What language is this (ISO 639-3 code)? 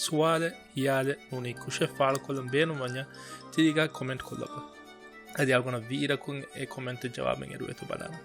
div